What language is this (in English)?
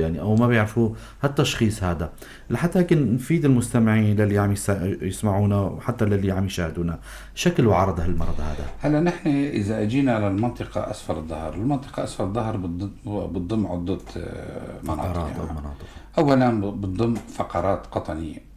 North Levantine Arabic